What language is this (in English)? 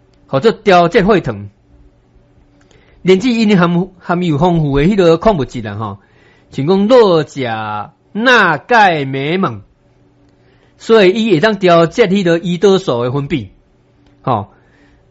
Min Nan Chinese